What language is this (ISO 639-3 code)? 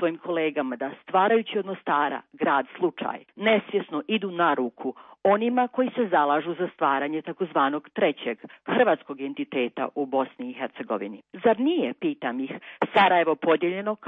hrv